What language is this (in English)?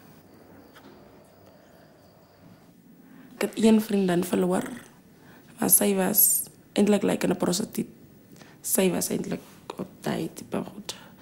Afrikaans